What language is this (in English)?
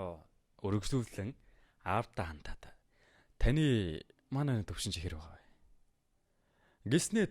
Mongolian